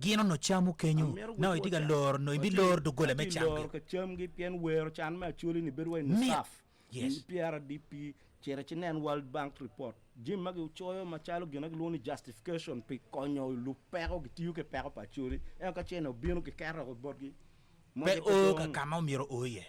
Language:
Acoli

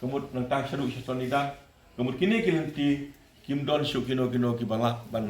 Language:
Khasi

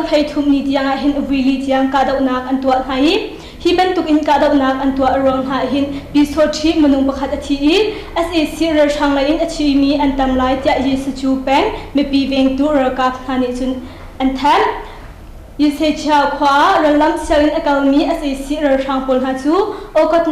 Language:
Hakha Chin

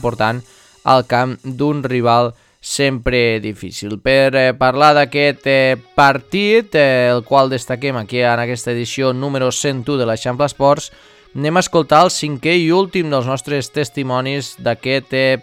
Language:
Catalan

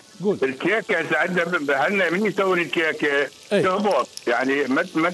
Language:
Mesopotamian Arabic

